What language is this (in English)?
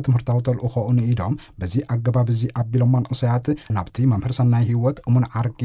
Tigrinya